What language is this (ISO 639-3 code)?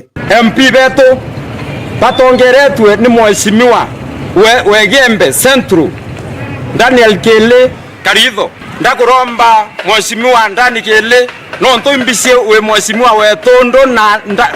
mer